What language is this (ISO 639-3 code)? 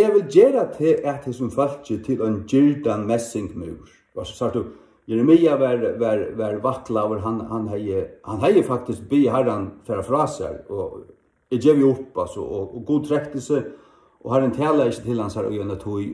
fao